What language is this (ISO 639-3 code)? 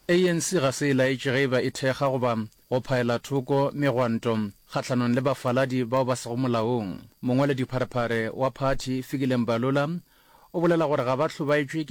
nso